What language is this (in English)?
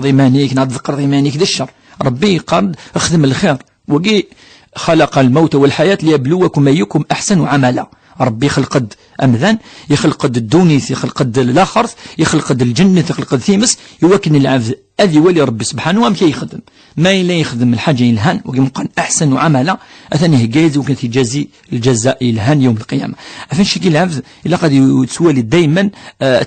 Kabyle